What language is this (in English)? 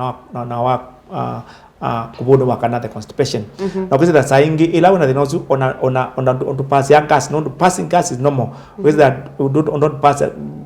Kamba